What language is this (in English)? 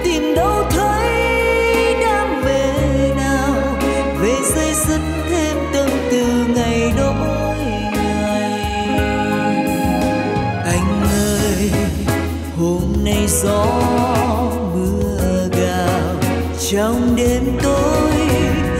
Vietnamese